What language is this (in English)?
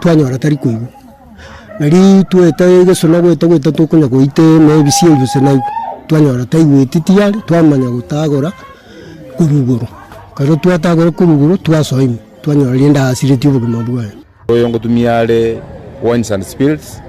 Gusii